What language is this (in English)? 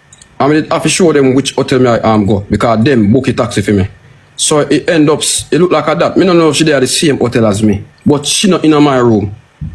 Jamaican Creole English